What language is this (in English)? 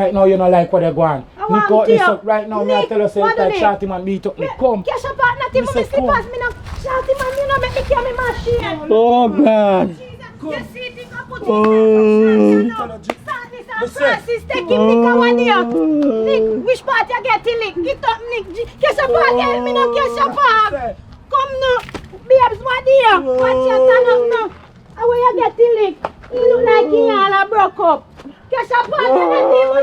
Jamaican Creole English